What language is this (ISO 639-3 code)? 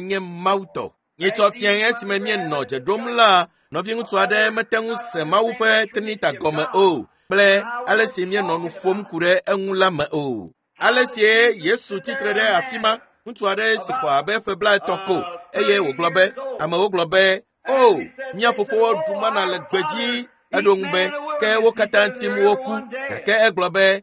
ewe